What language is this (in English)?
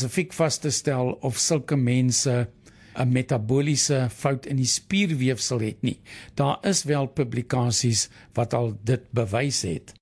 Afrikaans